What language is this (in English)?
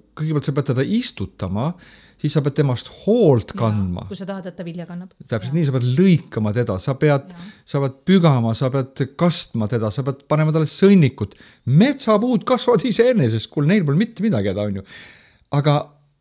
Estonian